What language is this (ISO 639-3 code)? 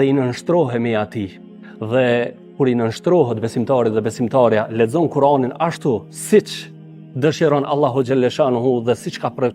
sqi